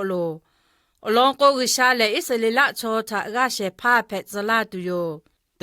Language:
Lahu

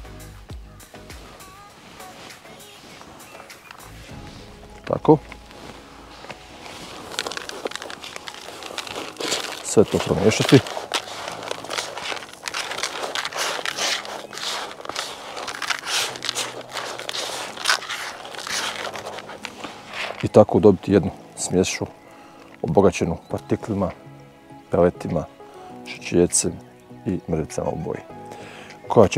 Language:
Croatian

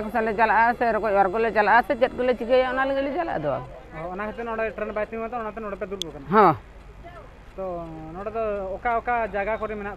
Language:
Santali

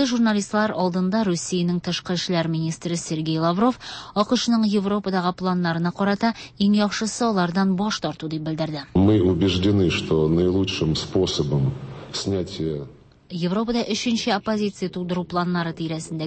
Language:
Tatar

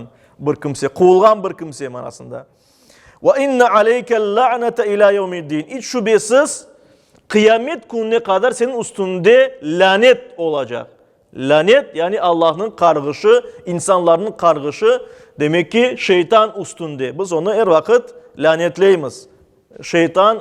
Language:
Crimean Tatar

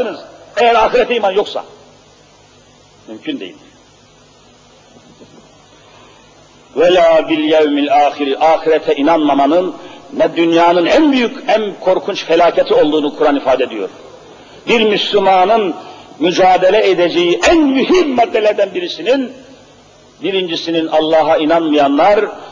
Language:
Turkish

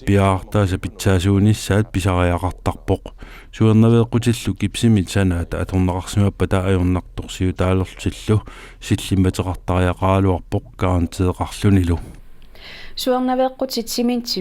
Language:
Kalaallisut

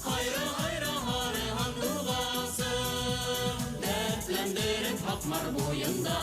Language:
Bashkir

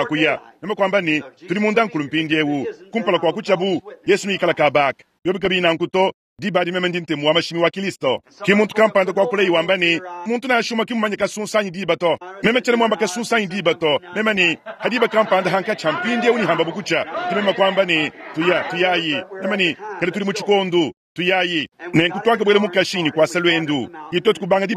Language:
Luba-Lulua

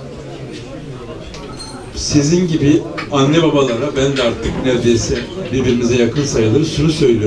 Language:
Turkish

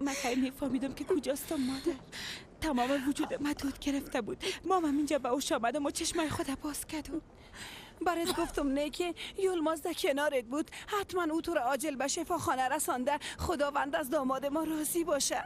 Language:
Persian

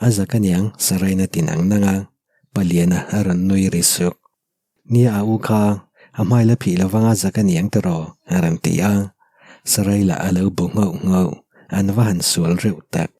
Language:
Mizo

